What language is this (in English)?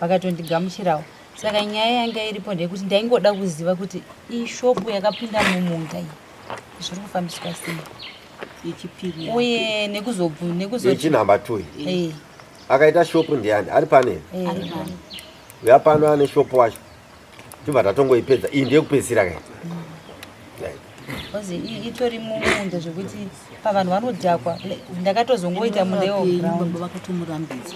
Shona